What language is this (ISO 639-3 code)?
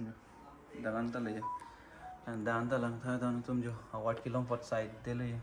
mjw